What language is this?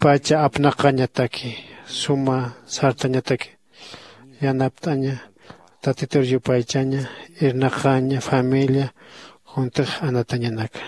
Aymara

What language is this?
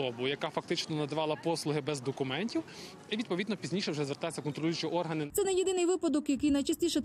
Ukrainian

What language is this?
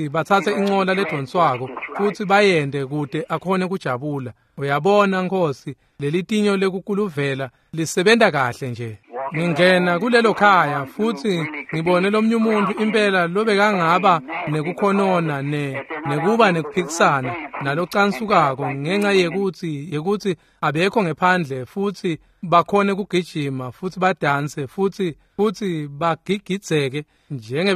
Swati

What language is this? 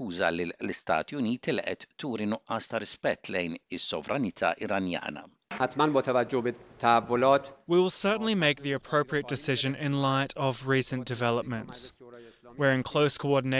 Maltese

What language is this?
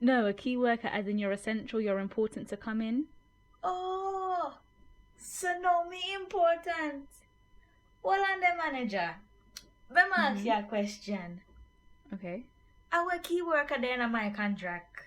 Jamaican Creole English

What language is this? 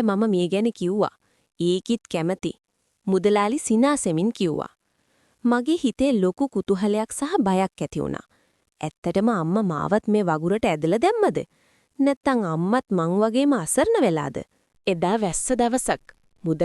Sinhala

